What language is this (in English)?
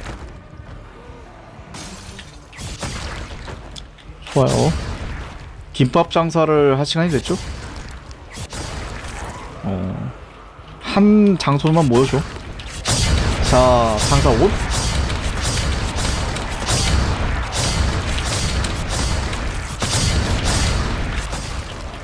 Korean